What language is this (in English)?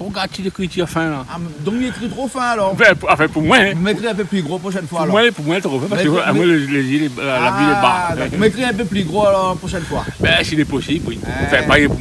Réunion Creole French